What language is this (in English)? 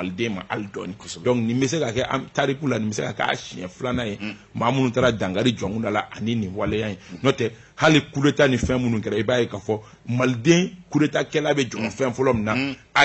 Bambara